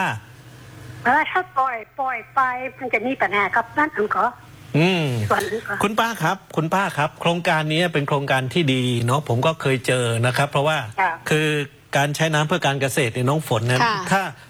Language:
Thai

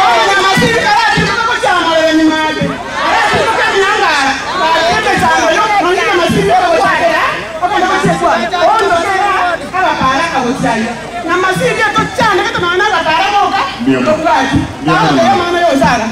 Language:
Gusii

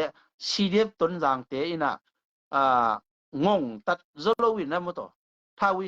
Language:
Tedim Chin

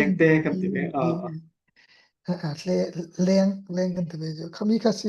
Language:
Falam Chin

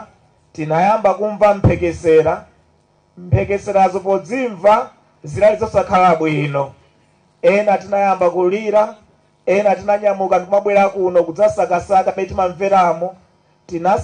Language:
Nyanja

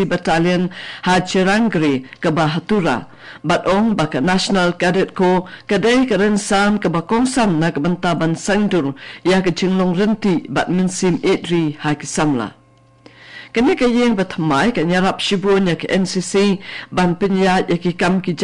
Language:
Khasi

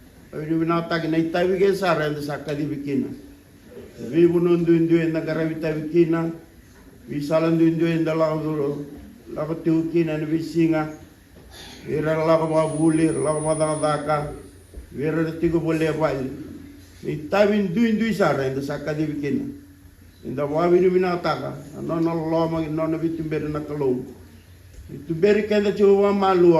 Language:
Fijian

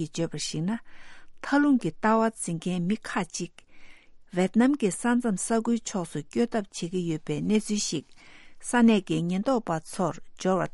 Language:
Tibetan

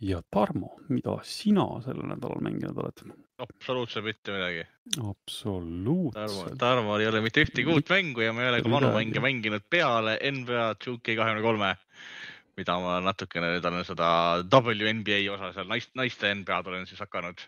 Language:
Estonian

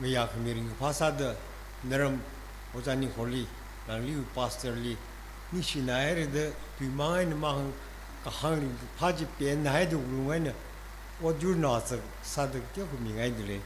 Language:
Tangkhul Naga (India)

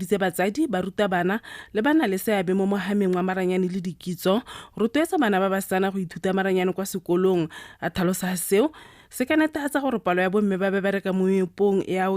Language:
Tswana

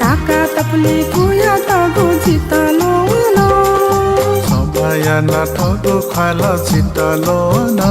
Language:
Newari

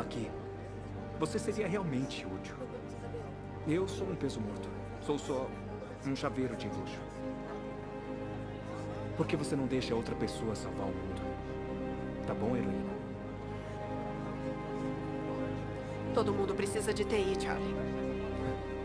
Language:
Portuguese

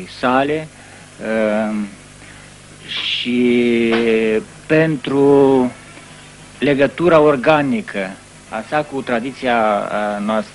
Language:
Romanian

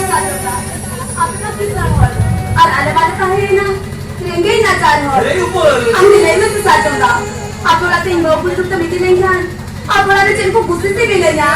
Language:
Santali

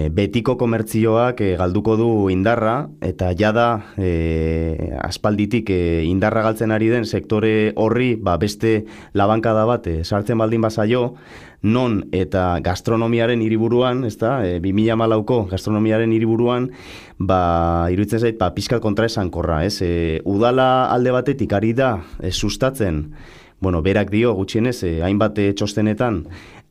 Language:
Basque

